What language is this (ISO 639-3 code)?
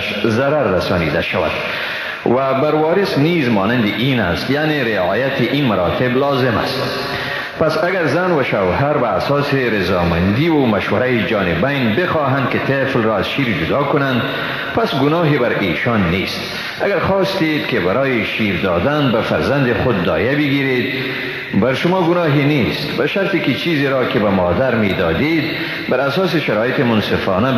fas